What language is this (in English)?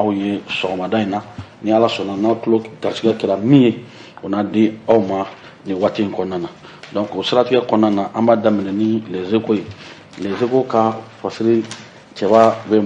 Bambara